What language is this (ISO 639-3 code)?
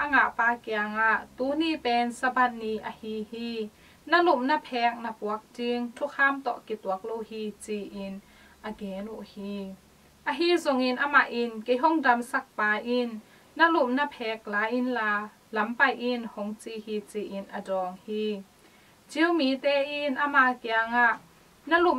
ctd